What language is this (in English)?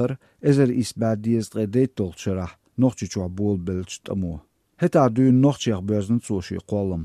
Chechen